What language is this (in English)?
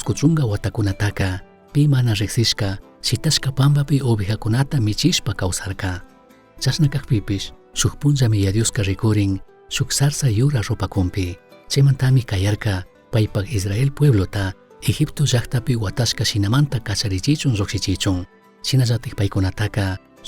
Chimborazo Highland Quichua